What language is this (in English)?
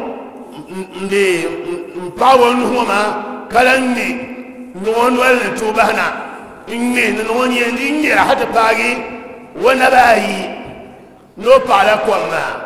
Dagbani